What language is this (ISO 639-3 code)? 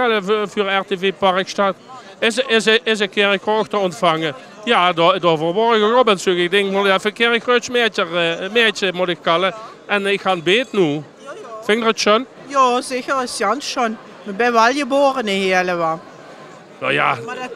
lim